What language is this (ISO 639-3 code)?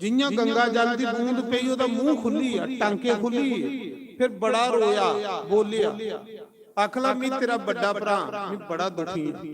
doi